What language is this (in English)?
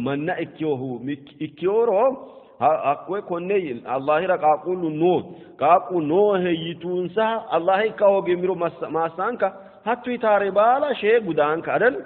Sidamo